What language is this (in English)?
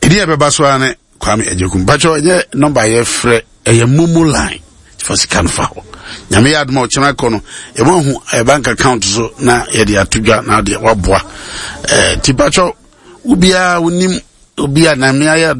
Akan